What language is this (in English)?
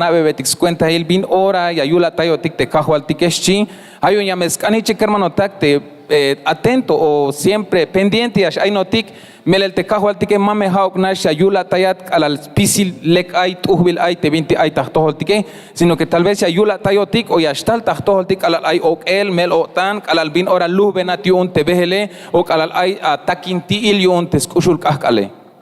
Tzeltal